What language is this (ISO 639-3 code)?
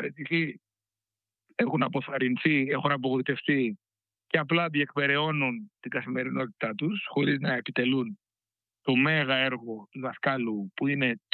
ell